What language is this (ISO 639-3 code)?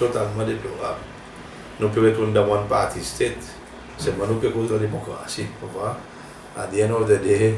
crs